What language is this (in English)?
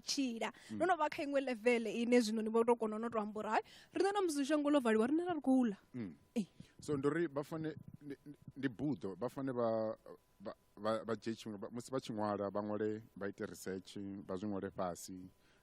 Venda